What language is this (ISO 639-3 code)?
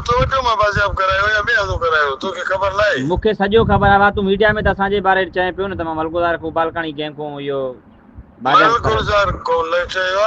snd